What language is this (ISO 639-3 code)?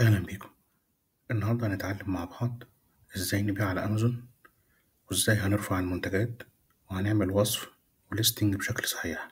arz